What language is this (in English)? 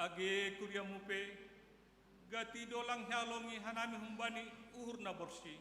Batak Simalungun